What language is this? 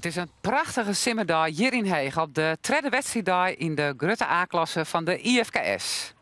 Western Frisian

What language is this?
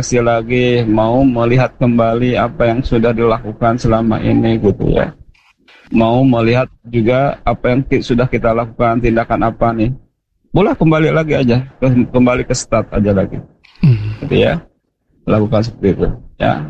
Indonesian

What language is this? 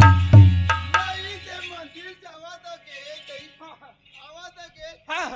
Chhattisgarhi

